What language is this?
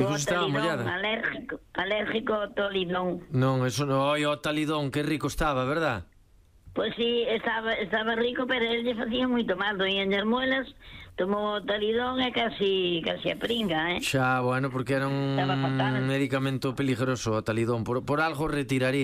Galician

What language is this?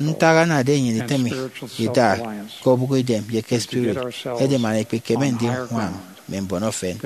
Efik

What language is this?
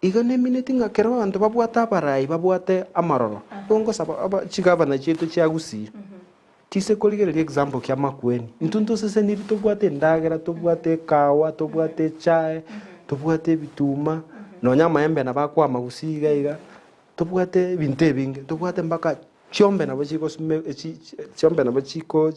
Gusii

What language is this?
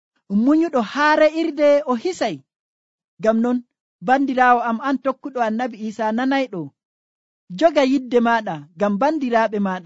Nigerian Fulfulde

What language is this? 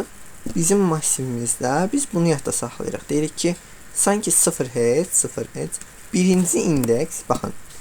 Azerbaijani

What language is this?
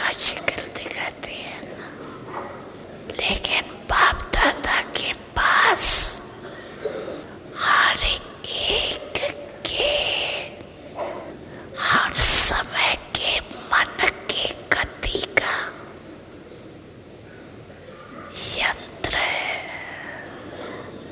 Hindi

